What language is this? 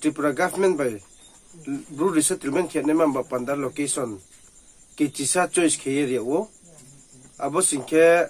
Riang (India)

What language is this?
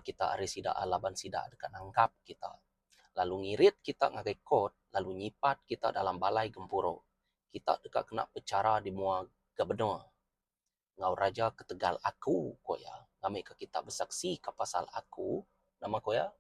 Iban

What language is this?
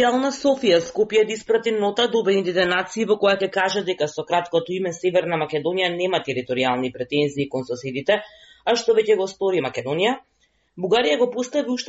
Macedonian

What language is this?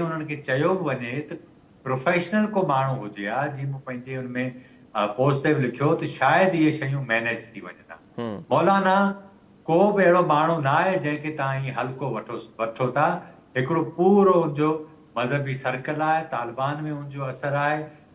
Sindhi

